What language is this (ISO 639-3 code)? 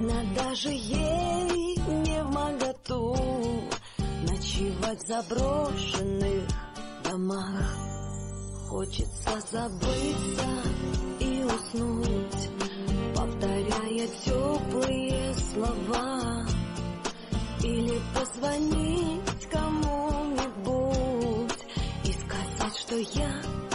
rus